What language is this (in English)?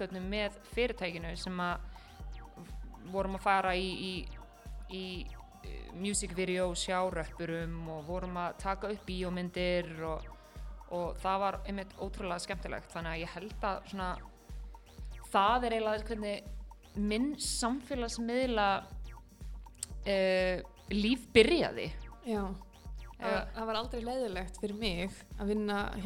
Icelandic